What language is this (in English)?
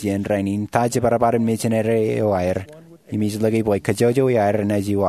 Marshallese